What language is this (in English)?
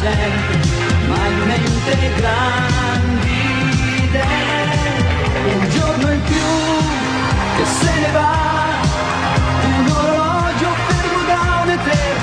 Italian